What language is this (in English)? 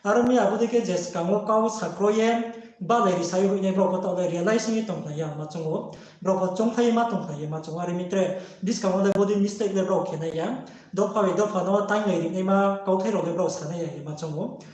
Riang (India)